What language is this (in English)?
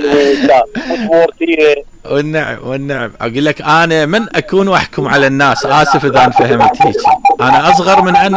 Mesopotamian Arabic